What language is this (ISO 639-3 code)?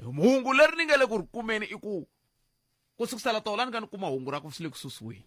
tso